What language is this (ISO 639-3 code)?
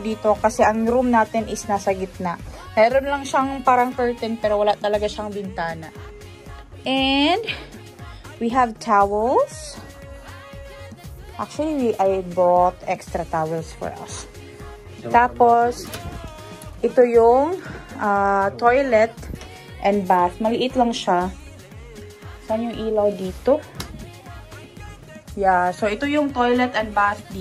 fil